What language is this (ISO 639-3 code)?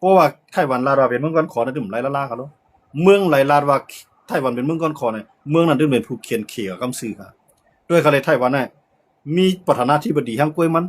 shn